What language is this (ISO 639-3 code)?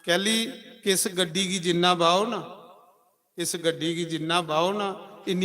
doi